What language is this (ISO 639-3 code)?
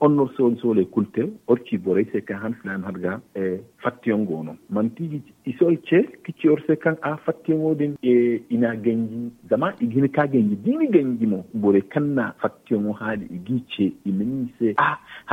dje